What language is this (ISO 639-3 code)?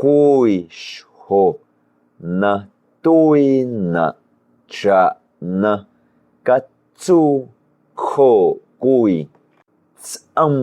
amu